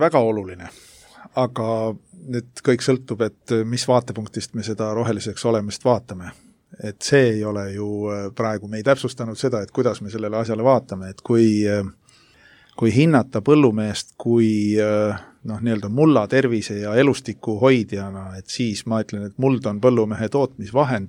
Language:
Estonian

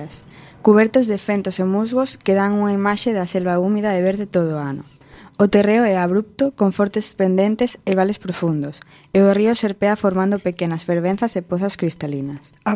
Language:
Galician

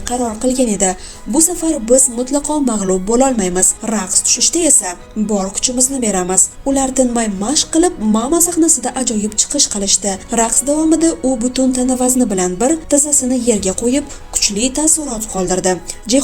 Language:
Uzbek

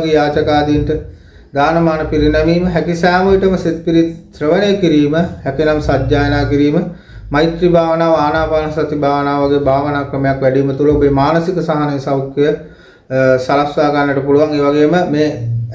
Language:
Sinhala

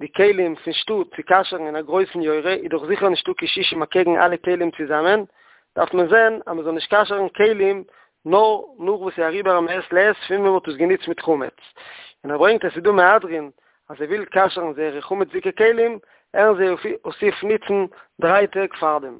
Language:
Yiddish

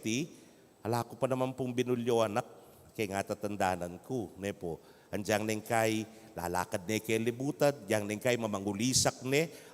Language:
Pampanga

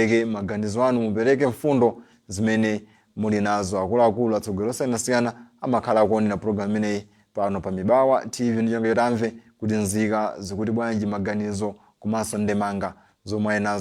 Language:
Nyanja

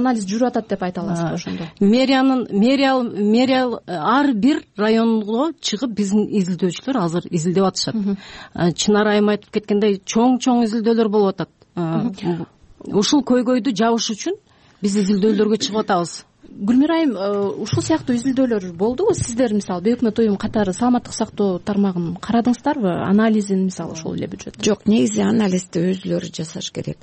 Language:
Kyrgyz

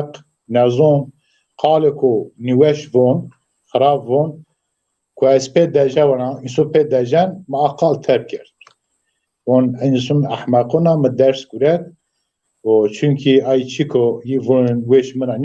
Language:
Zaza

